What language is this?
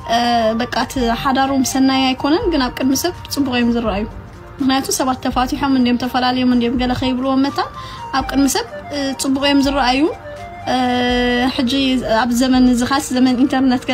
Tigrinya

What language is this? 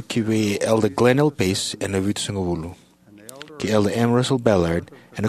Fijian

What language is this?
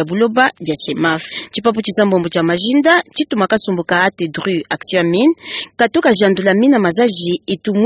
Luba-Lulua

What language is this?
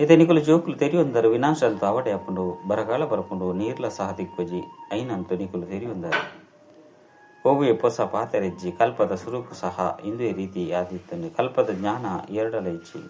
Tulu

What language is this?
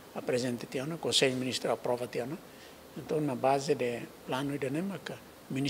Tetum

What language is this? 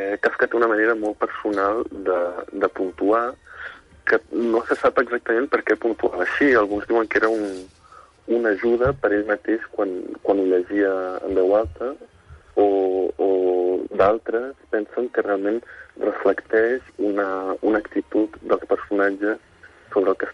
Catalan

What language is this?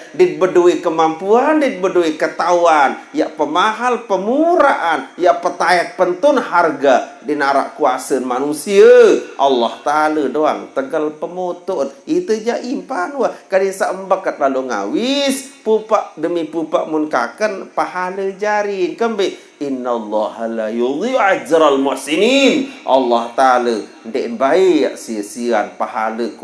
Sasak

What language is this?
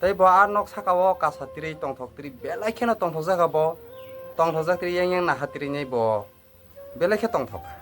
Kok Borok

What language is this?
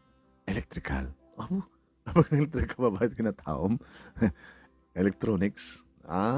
Iloko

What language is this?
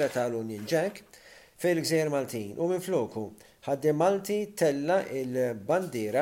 Maltese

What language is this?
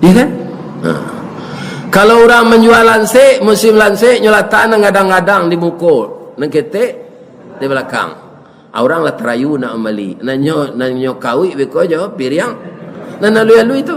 Minangkabau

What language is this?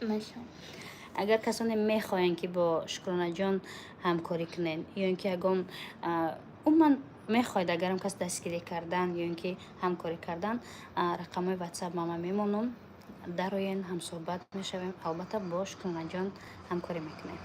Tajik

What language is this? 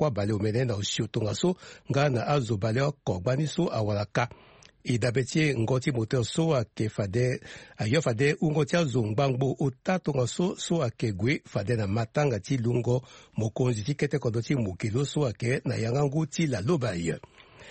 Sango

